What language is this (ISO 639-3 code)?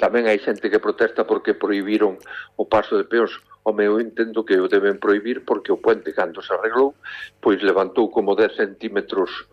glg